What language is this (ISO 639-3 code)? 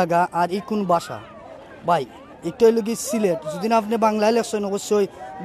syl